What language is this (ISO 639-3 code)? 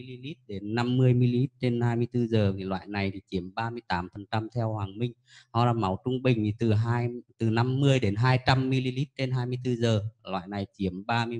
vie